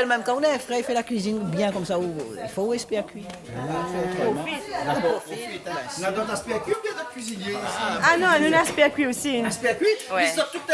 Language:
Réunion Creole French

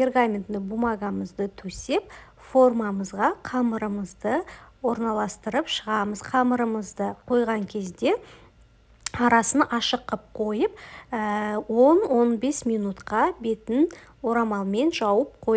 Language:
Kazakh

